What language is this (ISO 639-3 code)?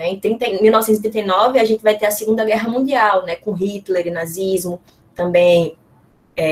por